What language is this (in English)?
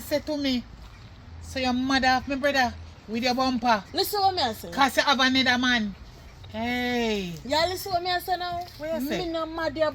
Jamaican Creole English